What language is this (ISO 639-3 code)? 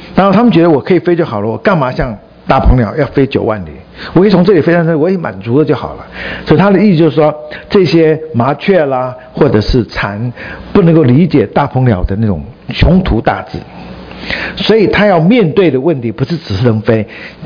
zho